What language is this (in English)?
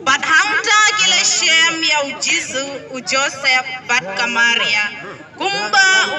Khasi